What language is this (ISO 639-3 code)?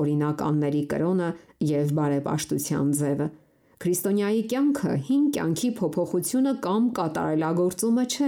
hye